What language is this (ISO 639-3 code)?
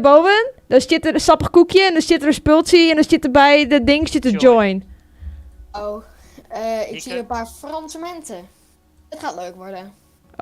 fry